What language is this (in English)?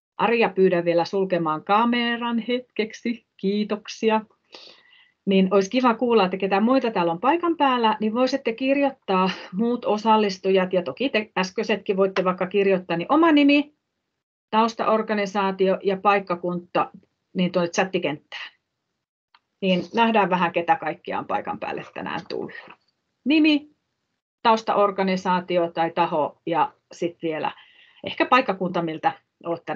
Finnish